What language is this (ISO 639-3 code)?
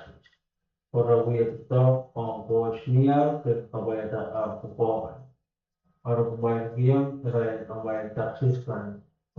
pon